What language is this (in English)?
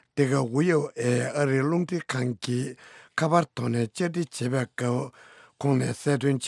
Tibetan